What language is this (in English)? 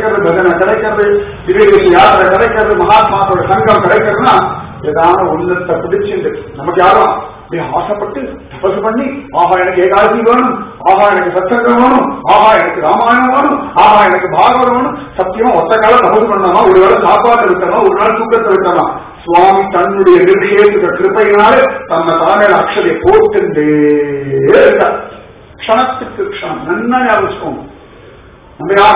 Tamil